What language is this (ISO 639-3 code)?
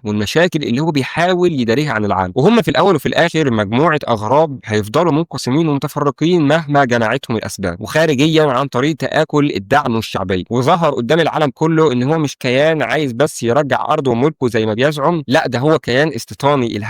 arz